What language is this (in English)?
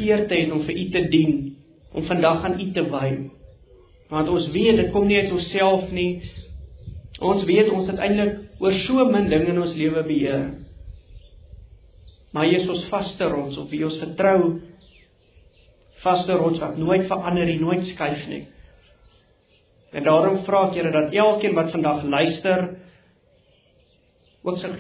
Afrikaans